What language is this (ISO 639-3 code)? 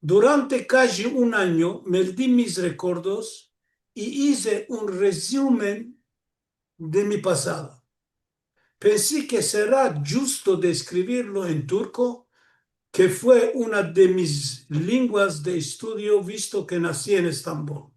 lad